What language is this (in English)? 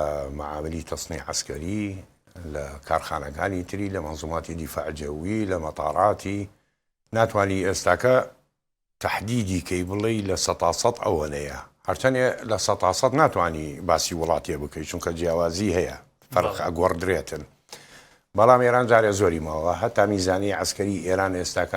Central Kurdish